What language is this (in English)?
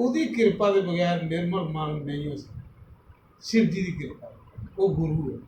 Dogri